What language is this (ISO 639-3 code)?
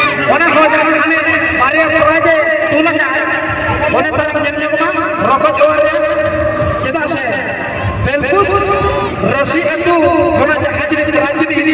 sat